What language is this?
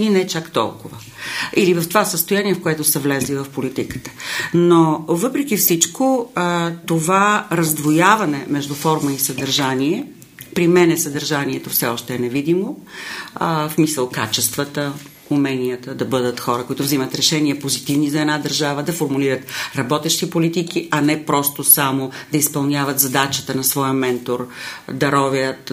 Bulgarian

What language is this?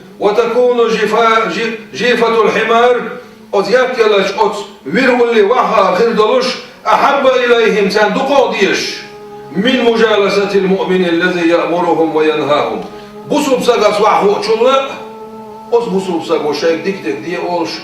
Chechen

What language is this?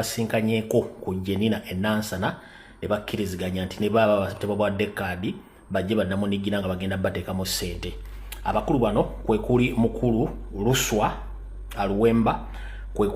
Ganda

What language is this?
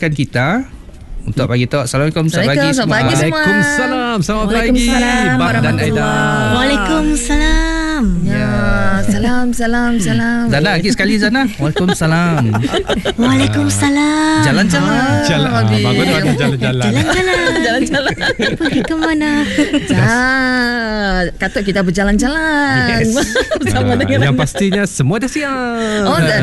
Malay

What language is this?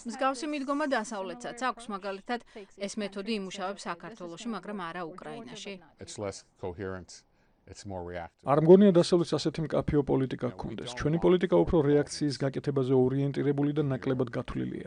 Georgian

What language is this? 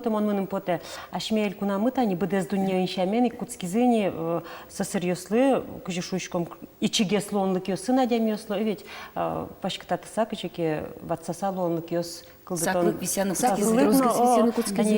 Udmurt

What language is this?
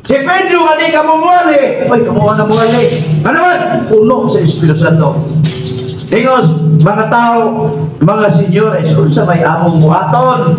Cebuano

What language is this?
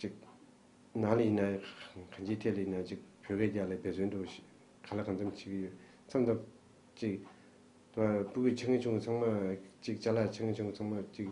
Tibetan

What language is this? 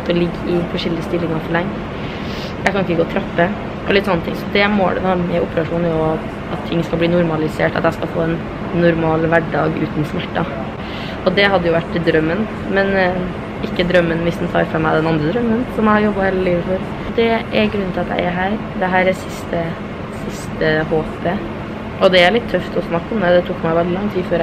Norwegian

